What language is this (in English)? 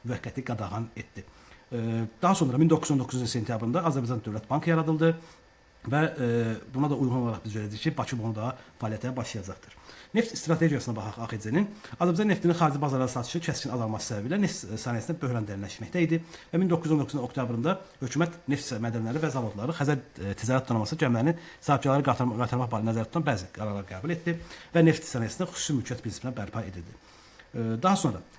Azerbaijani